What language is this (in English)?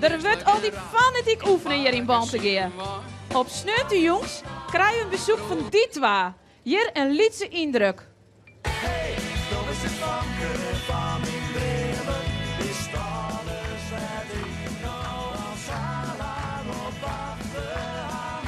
Western Frisian